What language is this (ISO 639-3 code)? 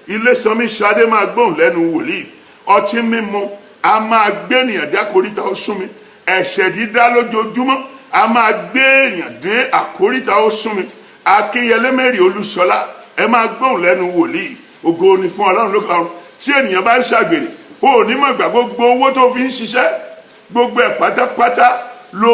yor